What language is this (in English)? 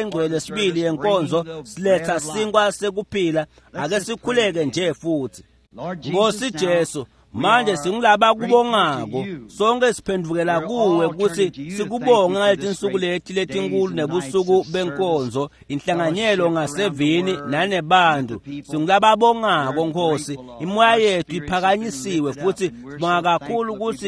Swati